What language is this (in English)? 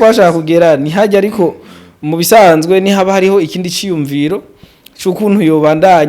Rundi